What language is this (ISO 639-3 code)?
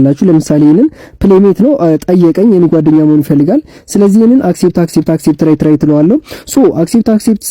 amh